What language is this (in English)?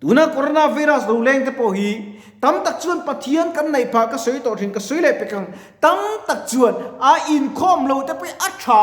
Mizo